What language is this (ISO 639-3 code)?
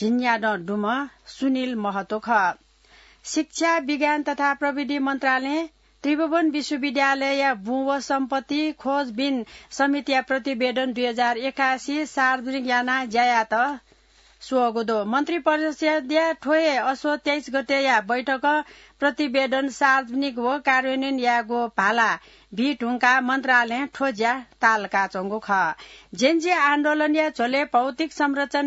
new